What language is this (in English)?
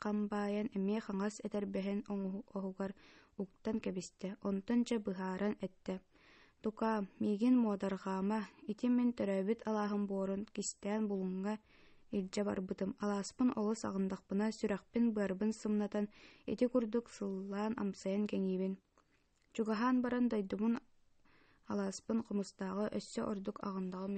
Yakut